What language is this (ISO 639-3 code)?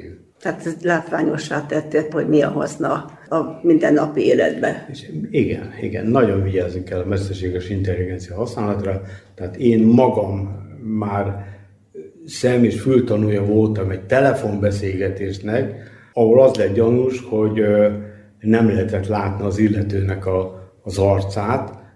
hun